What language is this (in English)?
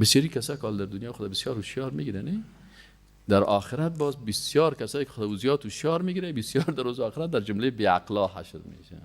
Persian